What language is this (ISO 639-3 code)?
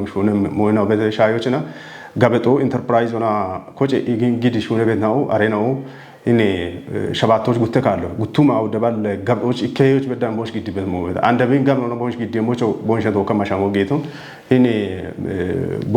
kbr